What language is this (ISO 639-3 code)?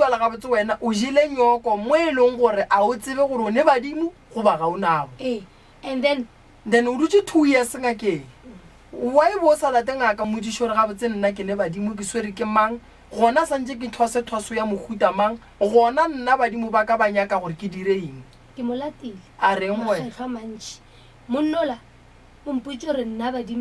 nso